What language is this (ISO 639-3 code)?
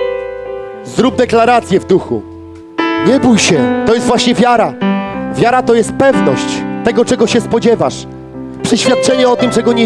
pol